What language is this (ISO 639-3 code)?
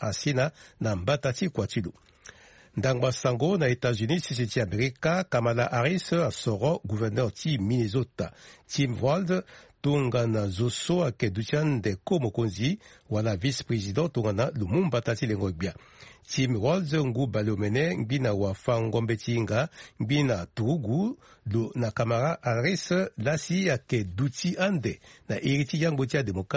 sag